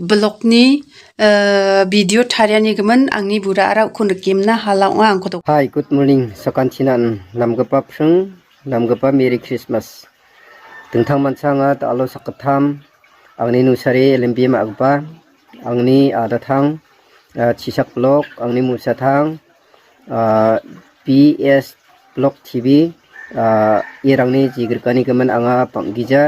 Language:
Garo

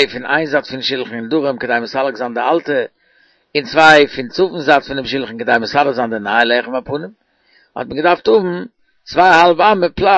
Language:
Yiddish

